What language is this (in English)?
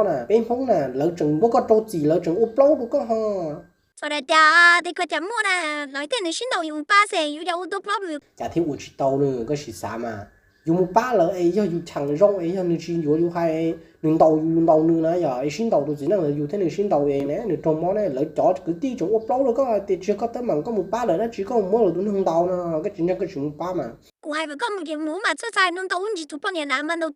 Hmong